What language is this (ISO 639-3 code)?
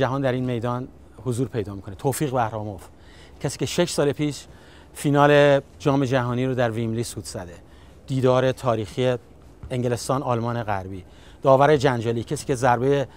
fas